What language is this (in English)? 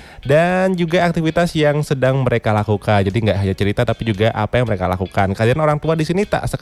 Indonesian